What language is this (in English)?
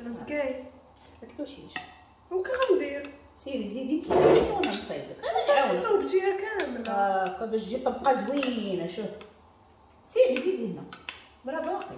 Moroccan Arabic